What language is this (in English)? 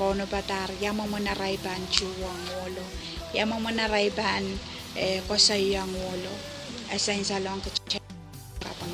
Pohnpeian